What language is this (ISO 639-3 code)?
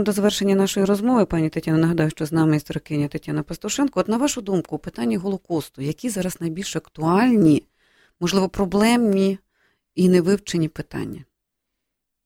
ukr